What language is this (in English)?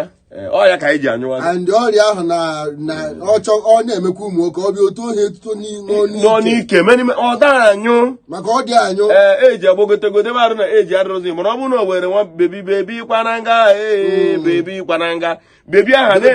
Igbo